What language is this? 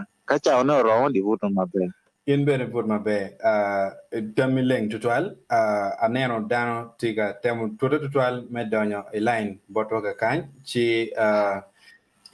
Acoli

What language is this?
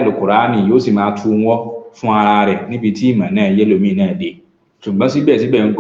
Yoruba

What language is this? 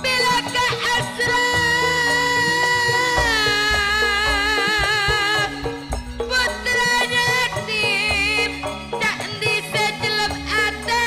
Madurese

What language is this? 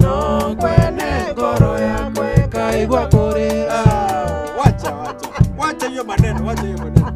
Meru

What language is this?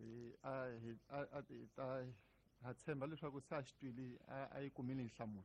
Tsonga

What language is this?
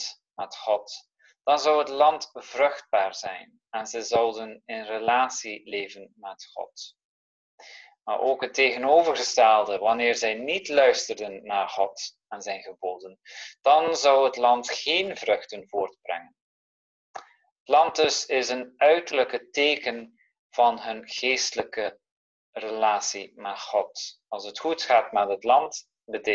Dutch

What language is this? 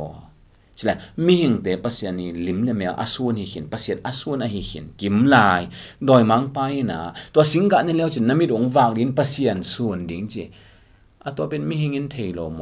Tedim Chin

